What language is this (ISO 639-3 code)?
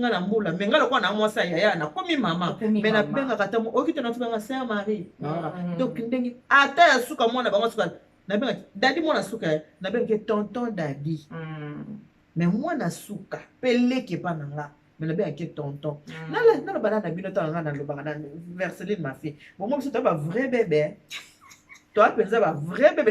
lin